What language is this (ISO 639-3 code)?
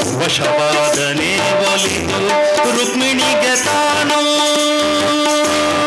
kan